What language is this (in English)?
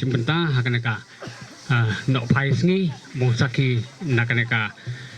Khasi